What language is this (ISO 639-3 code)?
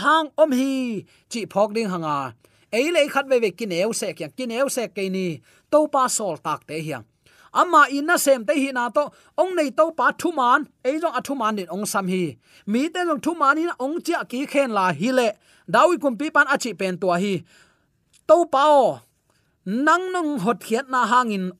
ctd